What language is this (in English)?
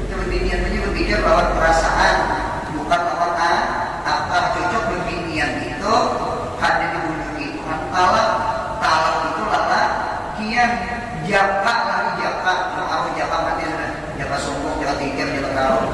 Banjar